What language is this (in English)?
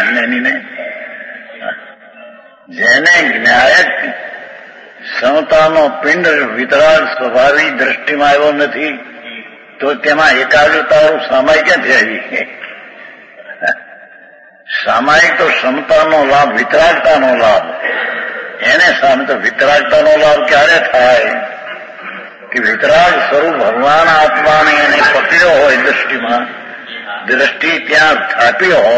Gujarati